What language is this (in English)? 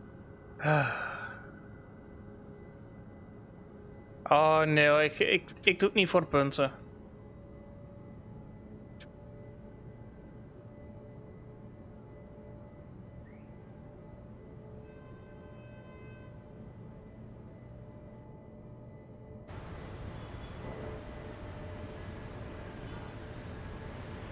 Dutch